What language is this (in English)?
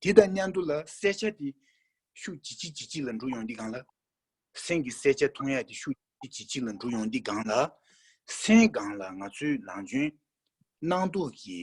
Tibetan